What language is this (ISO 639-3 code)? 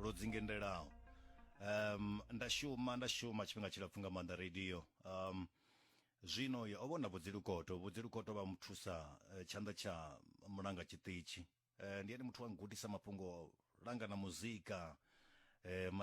ven